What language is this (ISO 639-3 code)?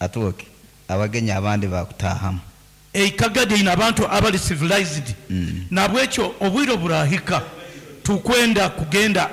nyn